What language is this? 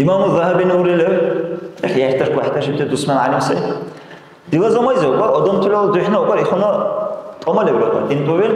Dargwa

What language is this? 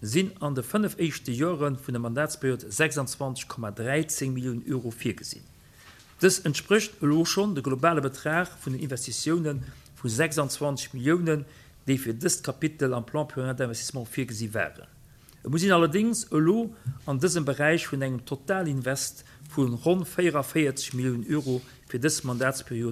Luxembourgish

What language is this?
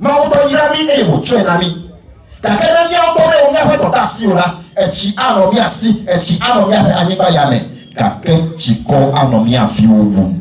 Ewe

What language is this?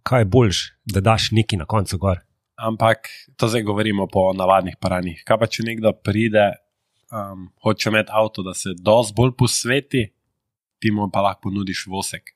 Slovenian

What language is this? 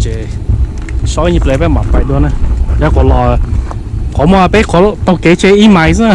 Hmong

